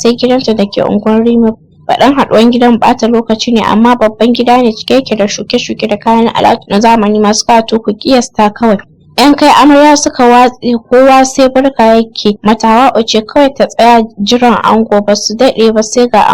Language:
Hausa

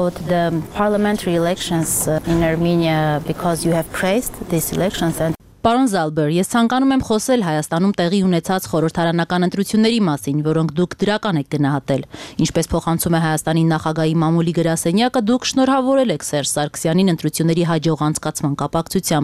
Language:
Armenian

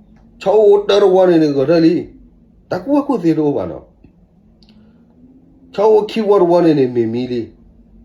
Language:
S'gaw Karen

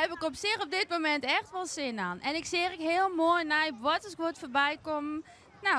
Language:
Western Frisian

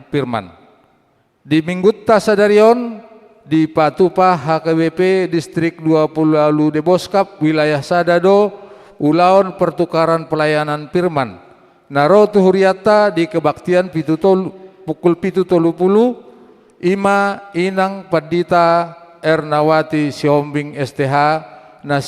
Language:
Batak Toba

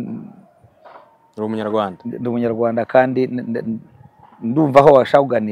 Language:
Kinyarwanda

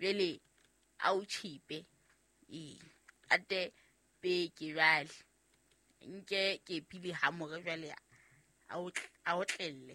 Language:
Southern Sotho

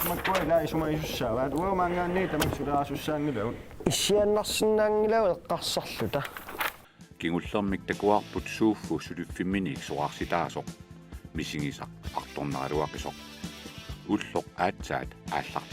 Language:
Kalaallisut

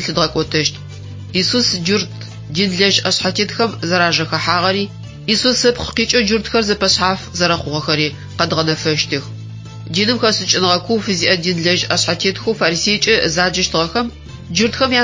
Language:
Adyghe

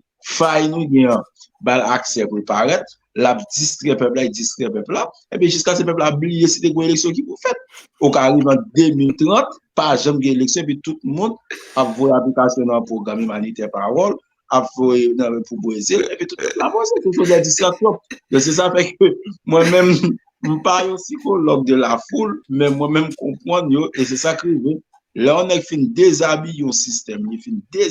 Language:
Haitian Creole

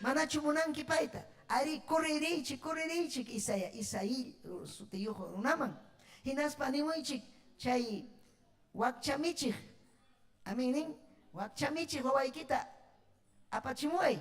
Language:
Ayacucho Quechua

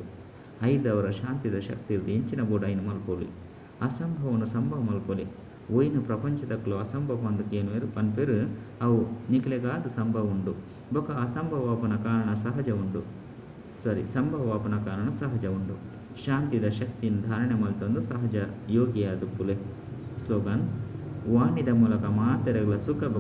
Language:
Tulu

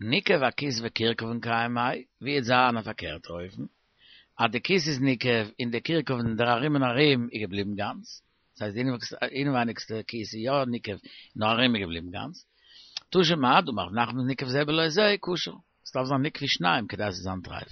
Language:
Yiddish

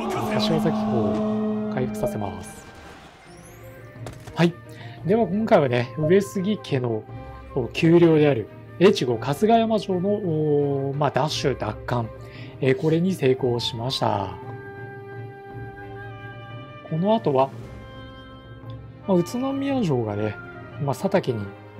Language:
Japanese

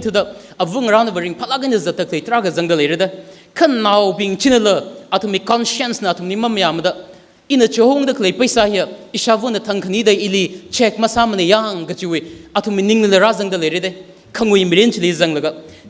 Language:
Tangkhul Naga (India)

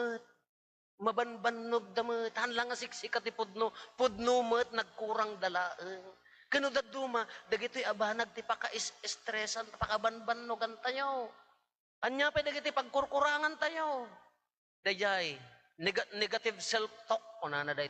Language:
Iloko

